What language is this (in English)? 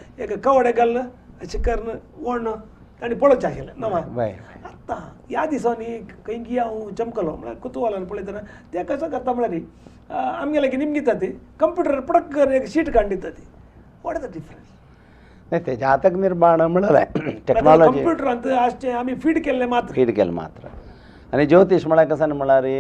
Konkani